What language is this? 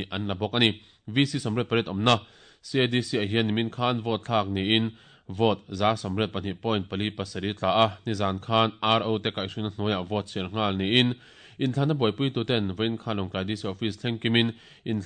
Mizo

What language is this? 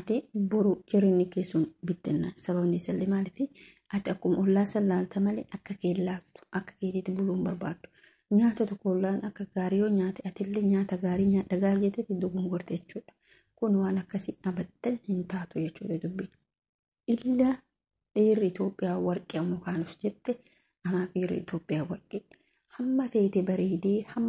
Oromo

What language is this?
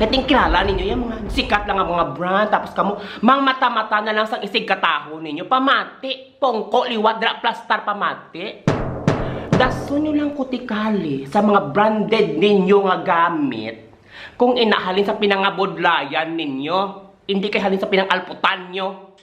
Hiligaynon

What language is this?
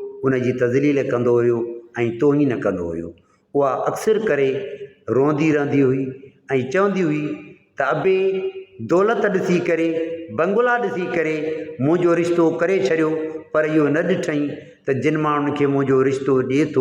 Sindhi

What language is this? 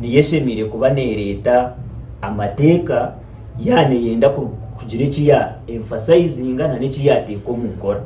Nyankole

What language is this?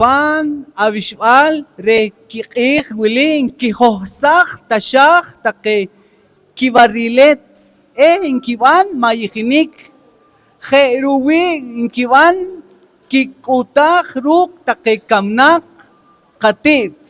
Poqomchi'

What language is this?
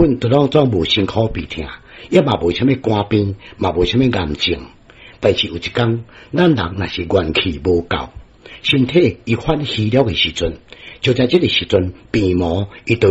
Min Nan Chinese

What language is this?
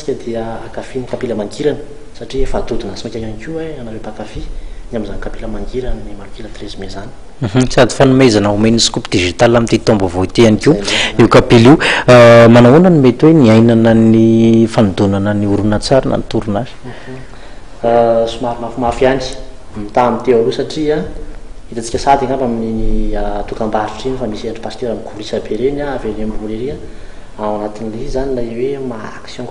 Malagasy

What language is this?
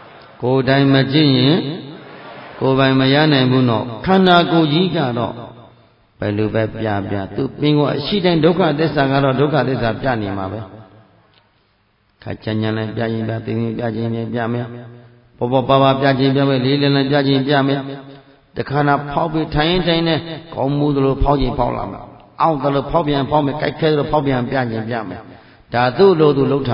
Burmese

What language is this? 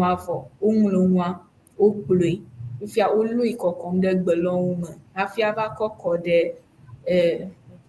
Ewe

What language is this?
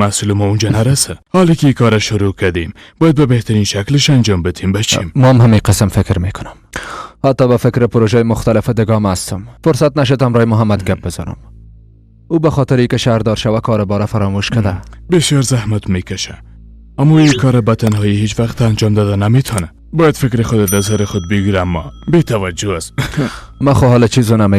Persian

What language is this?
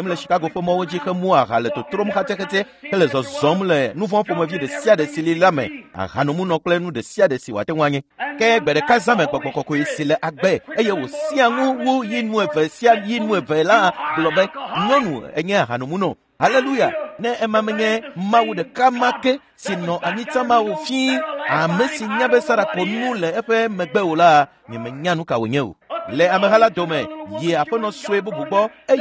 Ewe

